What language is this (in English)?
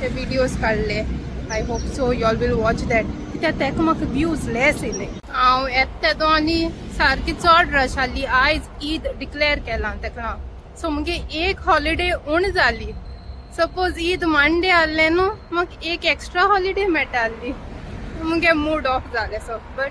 Konkani